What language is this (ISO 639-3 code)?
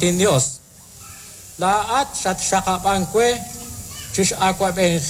kek